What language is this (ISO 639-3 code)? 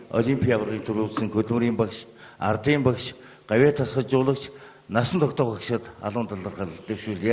mon